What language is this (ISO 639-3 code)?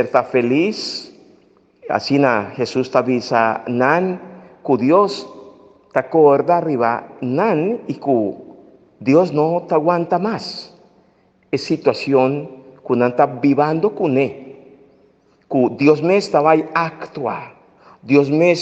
pap